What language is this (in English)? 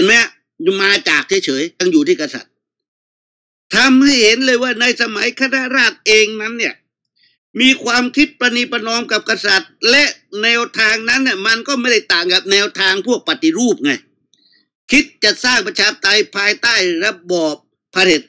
Thai